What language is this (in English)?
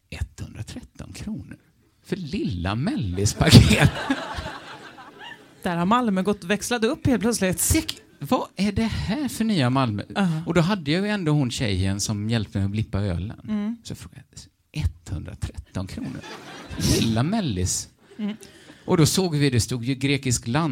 Swedish